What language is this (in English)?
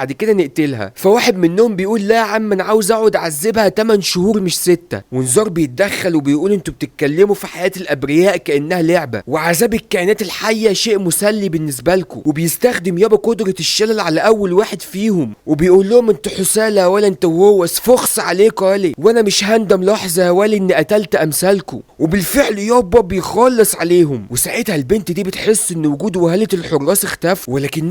Egyptian Arabic